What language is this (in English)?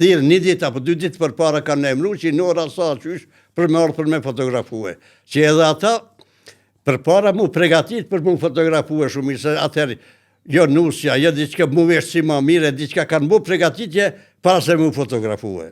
Albanian